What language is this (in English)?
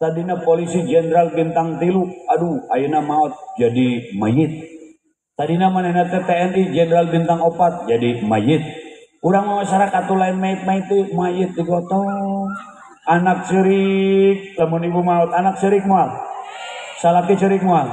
Sundanese